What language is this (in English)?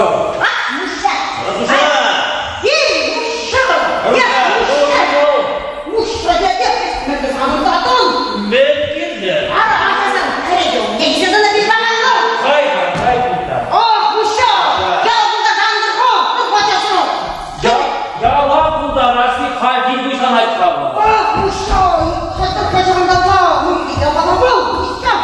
Chuvash